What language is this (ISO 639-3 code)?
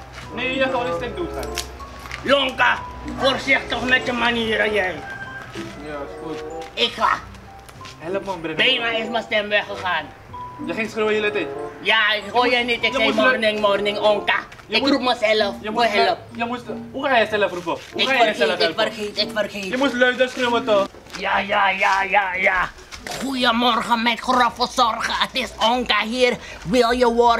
nld